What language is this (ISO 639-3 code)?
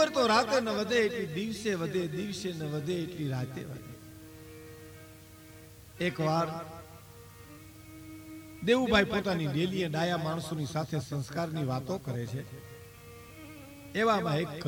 guj